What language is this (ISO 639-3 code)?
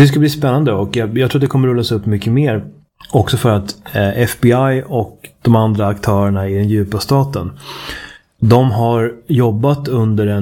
swe